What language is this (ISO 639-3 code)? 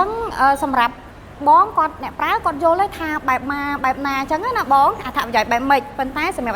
khm